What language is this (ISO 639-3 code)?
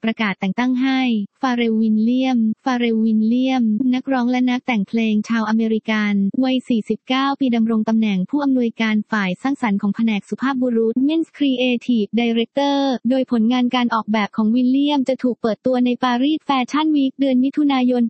tha